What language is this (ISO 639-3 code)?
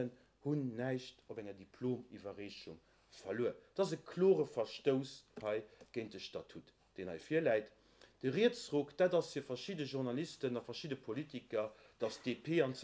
ltz